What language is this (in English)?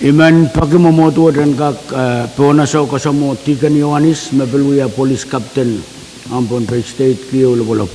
Pohnpeian